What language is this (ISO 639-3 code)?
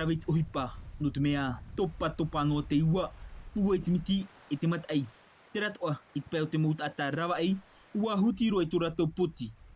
tah